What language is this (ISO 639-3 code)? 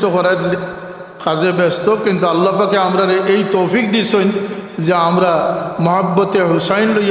syl